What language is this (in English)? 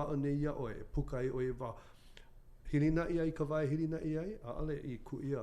Hawaiian